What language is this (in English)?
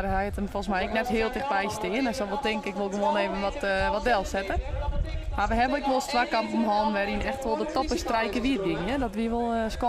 Western Frisian